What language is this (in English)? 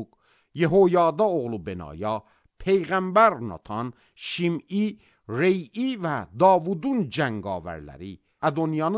Azerbaijani